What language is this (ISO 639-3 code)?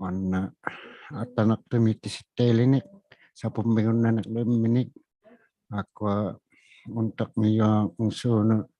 iku